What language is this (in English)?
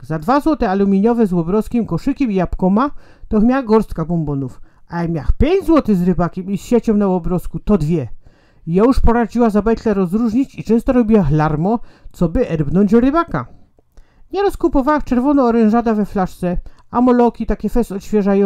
Silesian